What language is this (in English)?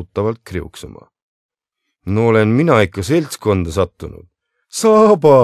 Estonian